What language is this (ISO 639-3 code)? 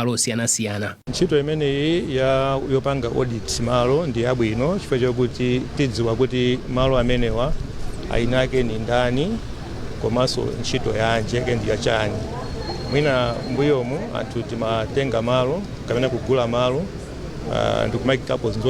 nya